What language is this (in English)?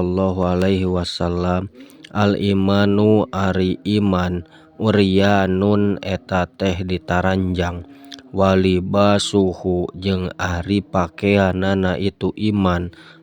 Sundanese